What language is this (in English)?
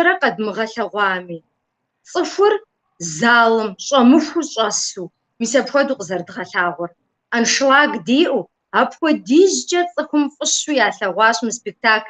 Kabardian